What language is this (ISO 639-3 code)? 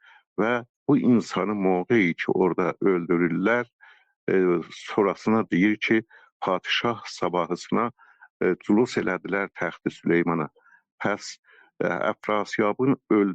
azb